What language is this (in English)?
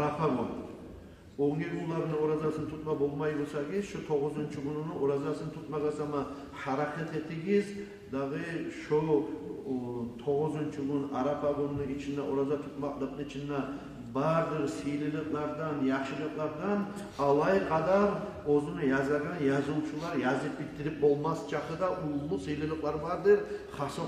Kumyk